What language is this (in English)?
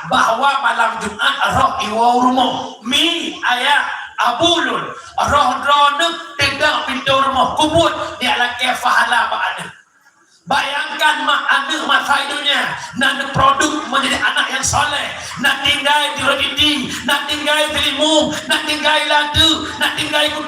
Achinese